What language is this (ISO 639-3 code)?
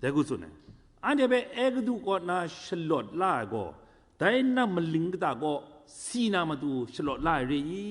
kac